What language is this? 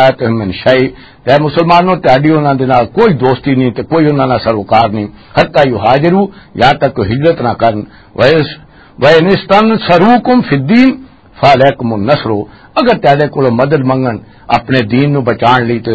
Western Panjabi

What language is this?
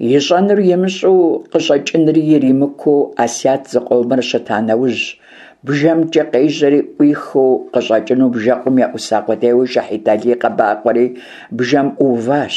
Kabardian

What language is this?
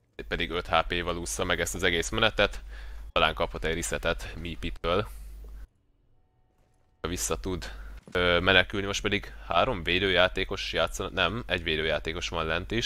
Hungarian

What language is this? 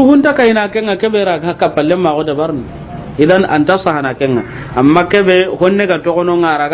Soninke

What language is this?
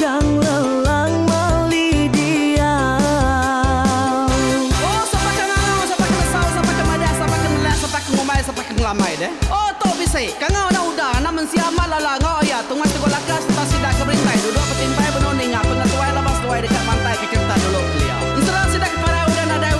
Iban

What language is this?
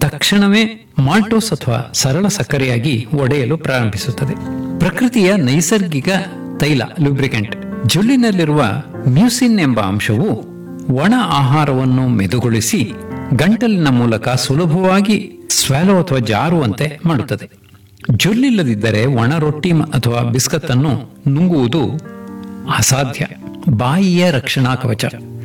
Kannada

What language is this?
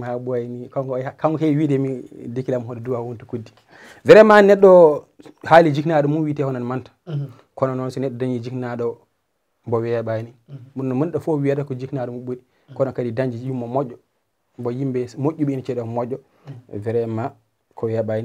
Fula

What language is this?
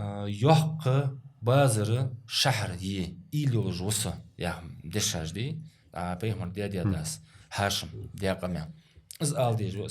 Ingush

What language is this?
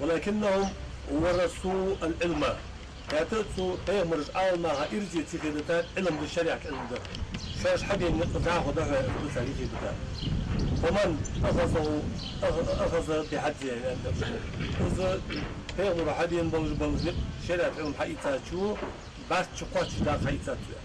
Ingush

